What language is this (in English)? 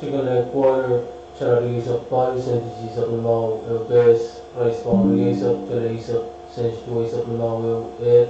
Pohnpeian